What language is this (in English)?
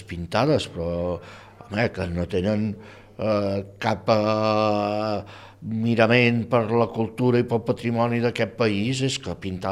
Catalan